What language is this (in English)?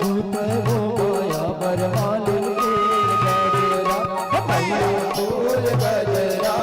Chhattisgarhi